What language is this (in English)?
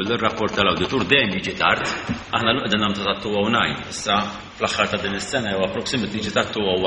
Maltese